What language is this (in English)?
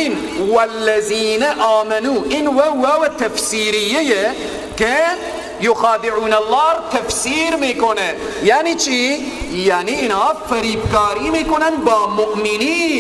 Persian